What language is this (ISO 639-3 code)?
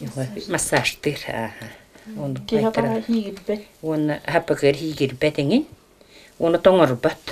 sah